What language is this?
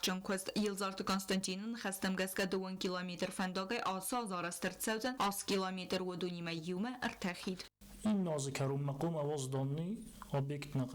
Ossetic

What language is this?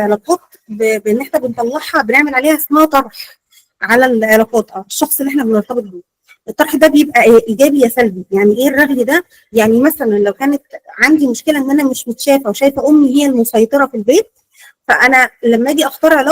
Egyptian Arabic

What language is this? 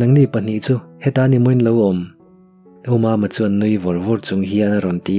Mizo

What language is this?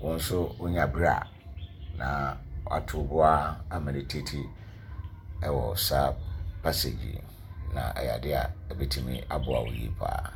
Akan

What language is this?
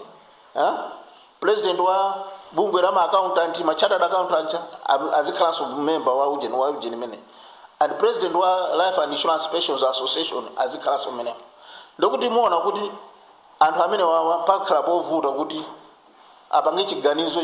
Nyanja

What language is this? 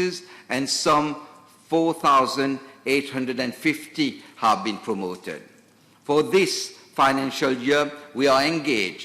Morisyen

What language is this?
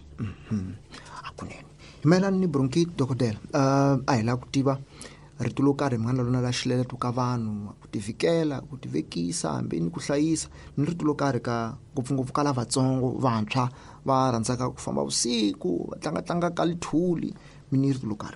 Tsonga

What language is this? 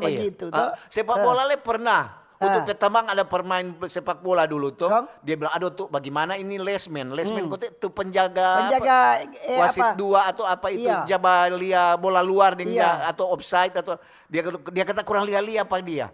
Manado Malay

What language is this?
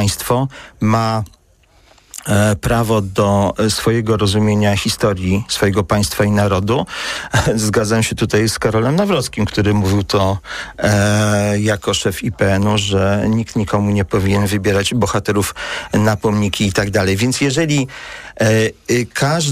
Polish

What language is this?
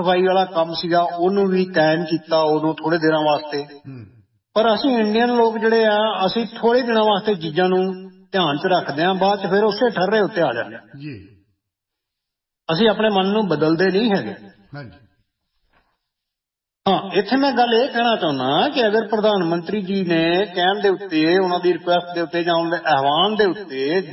Punjabi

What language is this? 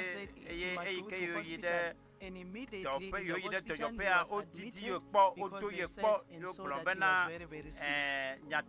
Ewe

